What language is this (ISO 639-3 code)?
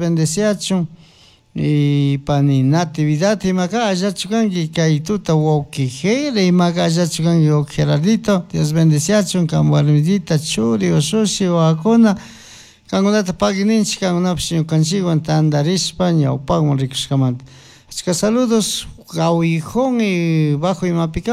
qug